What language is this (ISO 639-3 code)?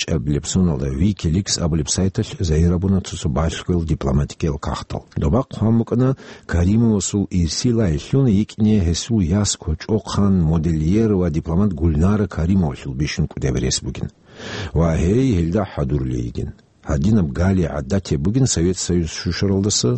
ava